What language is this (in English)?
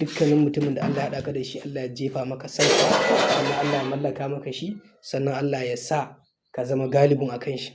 Hausa